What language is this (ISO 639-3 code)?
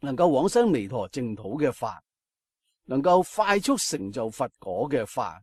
yue